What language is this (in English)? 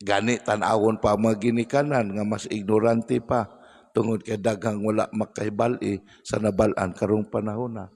Cebuano